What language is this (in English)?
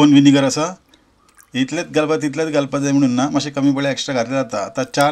Konkani